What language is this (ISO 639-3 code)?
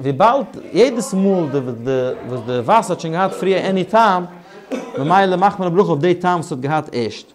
yid